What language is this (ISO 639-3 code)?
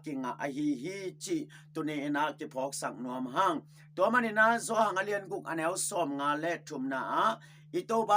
ctd